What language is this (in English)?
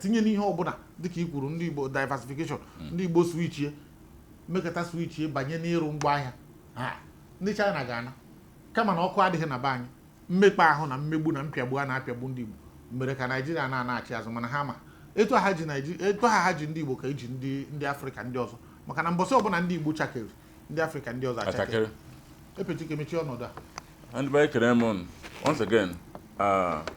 Igbo